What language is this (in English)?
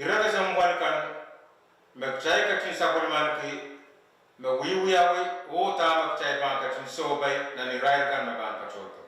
Pohnpeian